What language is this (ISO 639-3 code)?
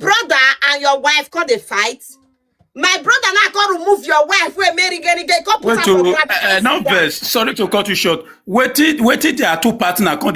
pcm